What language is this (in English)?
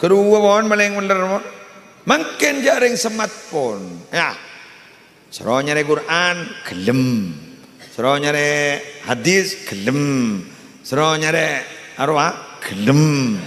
Madurese